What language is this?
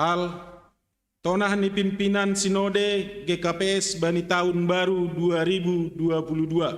Batak Simalungun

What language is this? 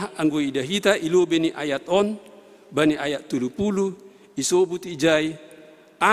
Batak Simalungun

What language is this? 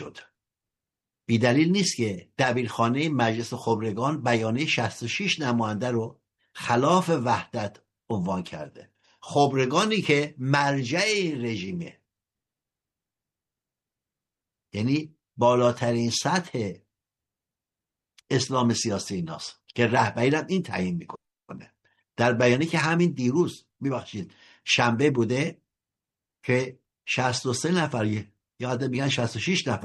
Persian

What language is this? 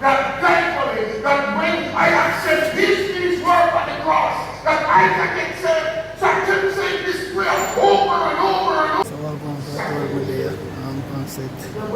Jamaican Creole English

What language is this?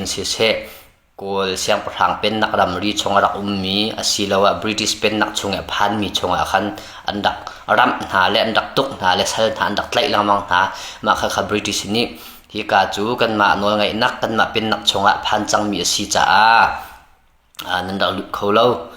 Hakha Chin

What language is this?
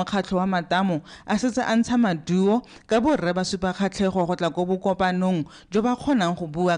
Tswana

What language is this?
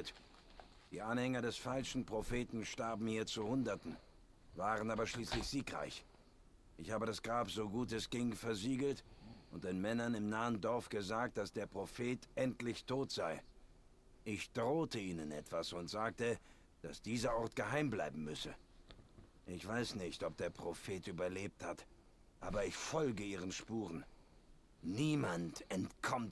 Swiss German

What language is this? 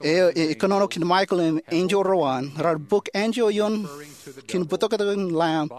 Marshallese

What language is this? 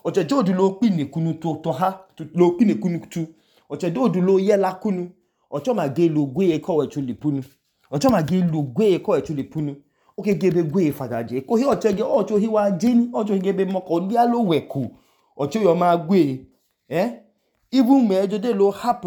Idoma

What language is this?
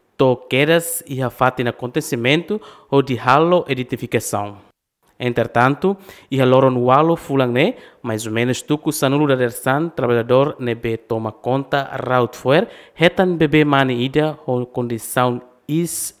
Tetum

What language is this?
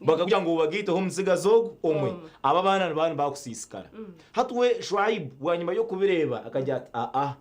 Nyankole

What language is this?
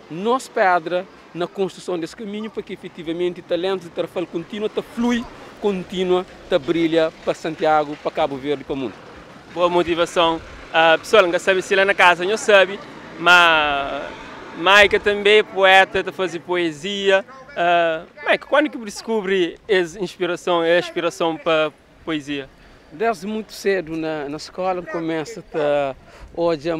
Kabuverdianu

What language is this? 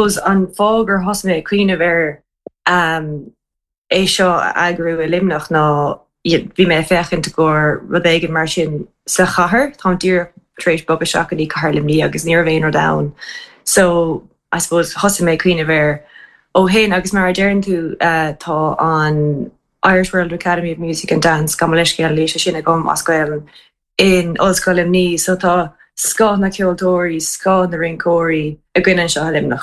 Irish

